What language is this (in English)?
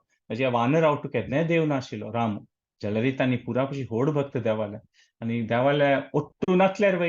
Konkani